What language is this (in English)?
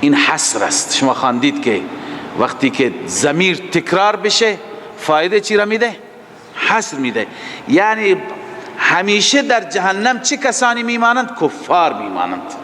Persian